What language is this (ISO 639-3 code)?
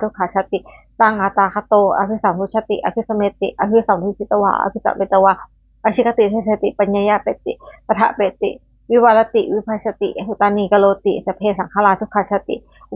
pli